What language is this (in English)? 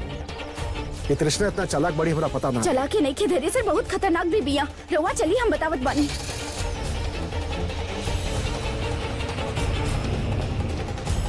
Bhojpuri